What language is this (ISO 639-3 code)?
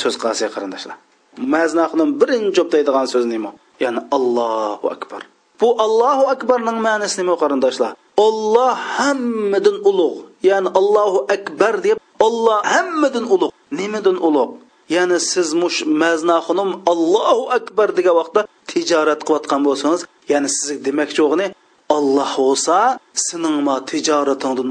uig